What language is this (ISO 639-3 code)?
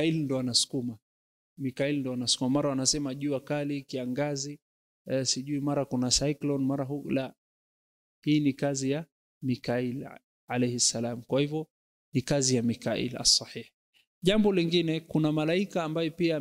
swa